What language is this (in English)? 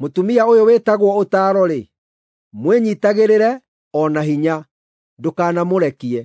Kikuyu